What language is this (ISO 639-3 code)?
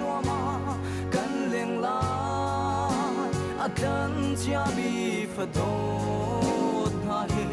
cnh